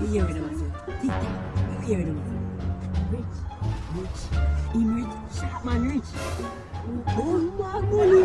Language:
Jamaican Creole English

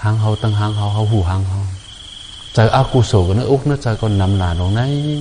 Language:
Shan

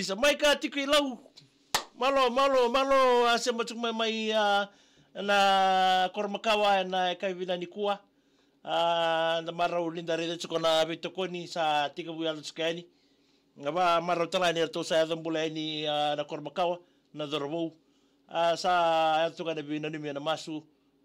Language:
Fijian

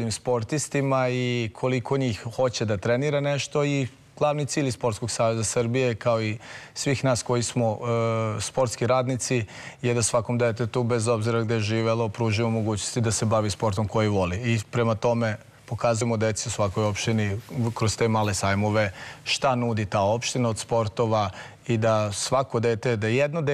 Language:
Serbian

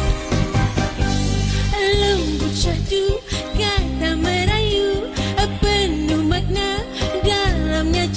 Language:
Malay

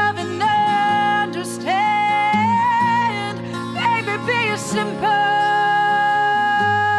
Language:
English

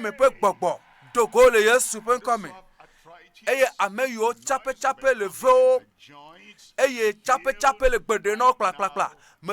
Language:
Ewe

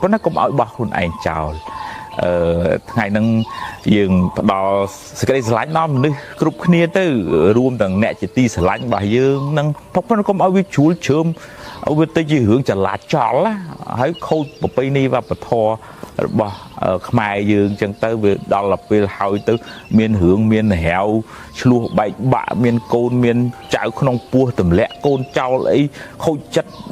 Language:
Khmer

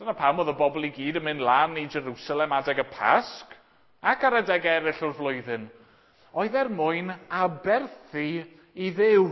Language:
Welsh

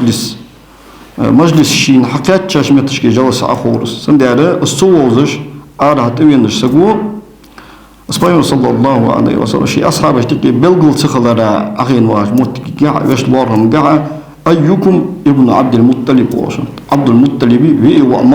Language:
Ingush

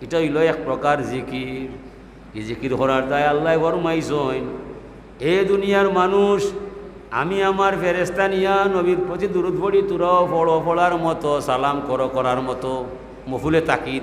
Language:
Sylheti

